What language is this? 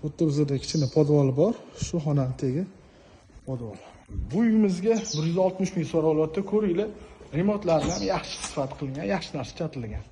Uzbek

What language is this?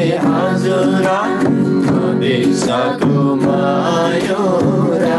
Eastern Tamang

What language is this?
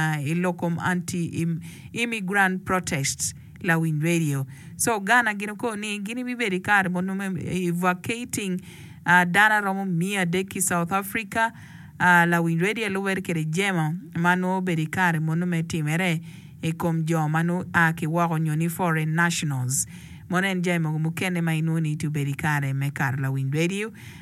Acoli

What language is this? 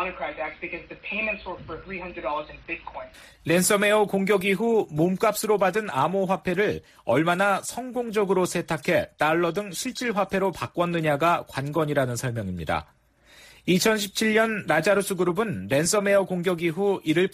Korean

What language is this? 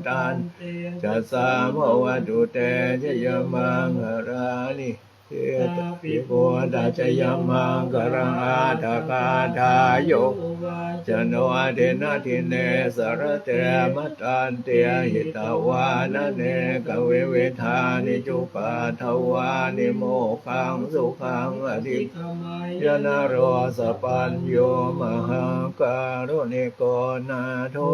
Pali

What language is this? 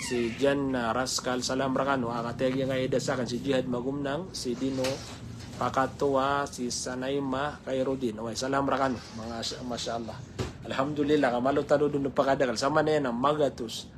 Maranao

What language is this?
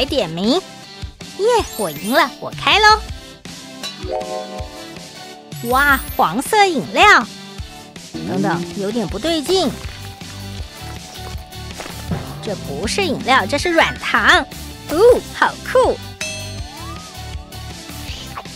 Chinese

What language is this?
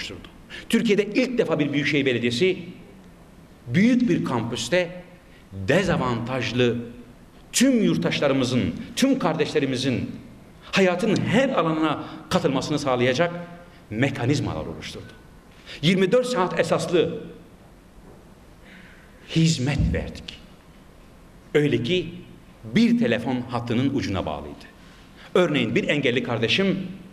Turkish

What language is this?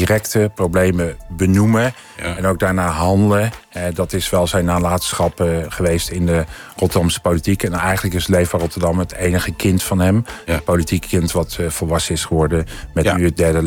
Dutch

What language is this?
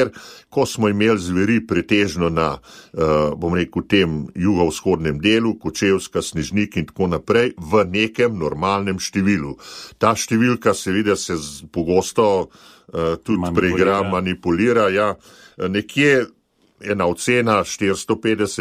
Slovenian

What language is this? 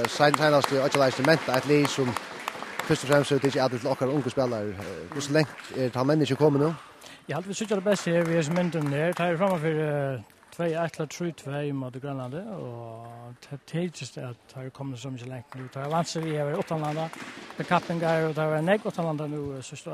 Faroese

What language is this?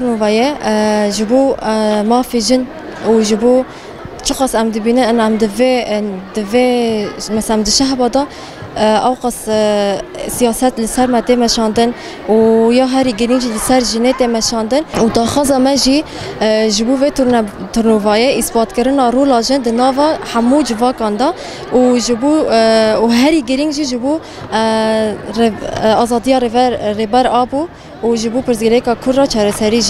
Kurdish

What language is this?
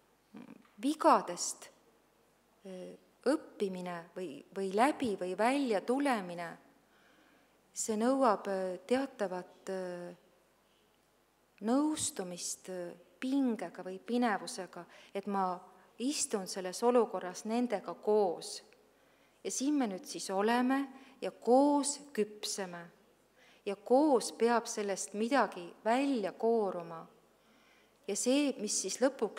Estonian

